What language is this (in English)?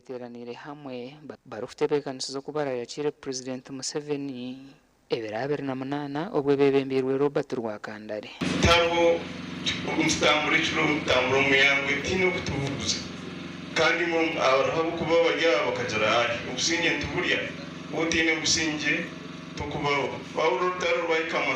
Nyankole